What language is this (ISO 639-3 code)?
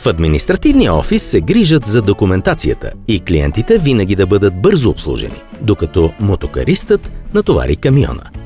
bul